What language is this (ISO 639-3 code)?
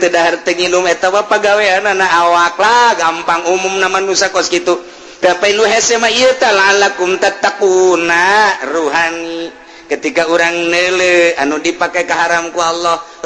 sun